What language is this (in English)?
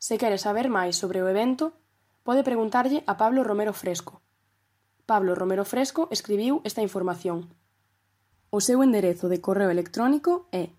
Galician